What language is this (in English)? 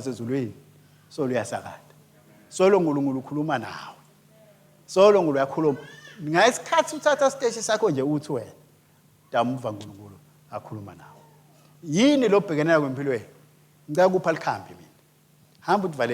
Swati